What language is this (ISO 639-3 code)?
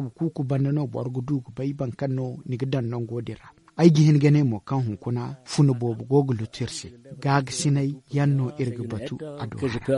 dje